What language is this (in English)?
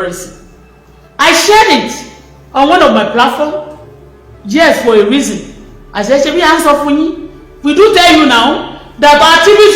Yoruba